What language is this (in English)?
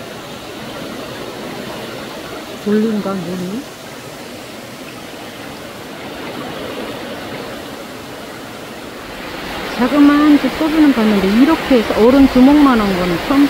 Korean